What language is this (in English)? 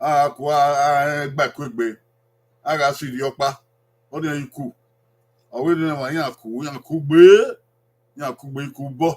Bini